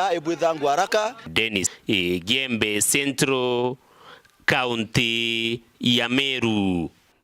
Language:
Meru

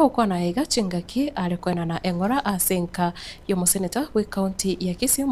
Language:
Gusii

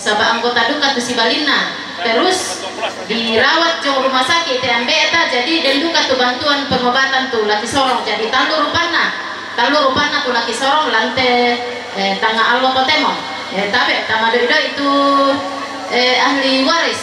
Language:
Toraja-Sa'dan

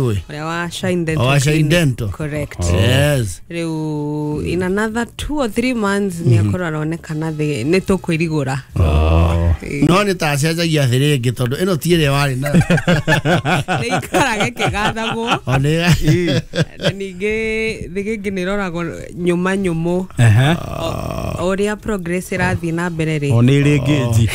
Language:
Kikuyu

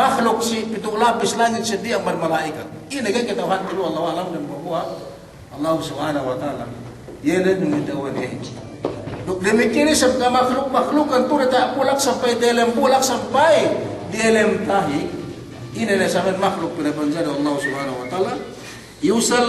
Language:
Yakan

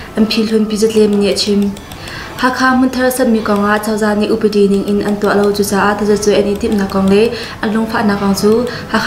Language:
Hakha Chin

